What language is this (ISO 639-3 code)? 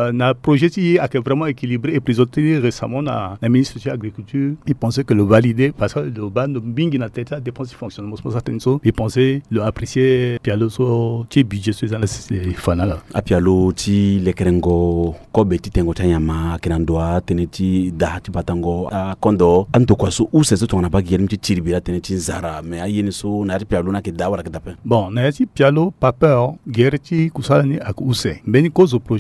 sag